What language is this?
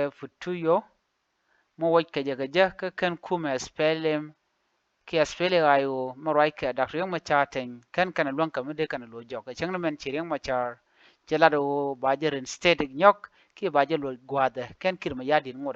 Nuer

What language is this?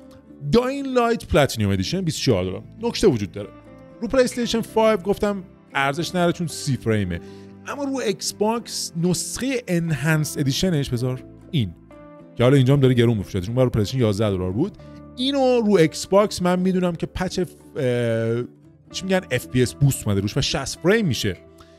Persian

